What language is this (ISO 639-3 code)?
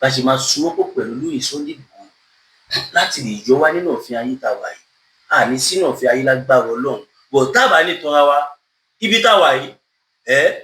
yor